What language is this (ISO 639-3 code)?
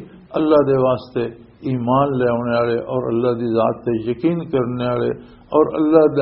lah